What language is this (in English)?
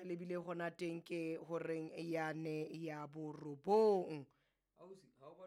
Southern Sotho